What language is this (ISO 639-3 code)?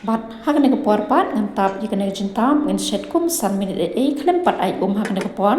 kha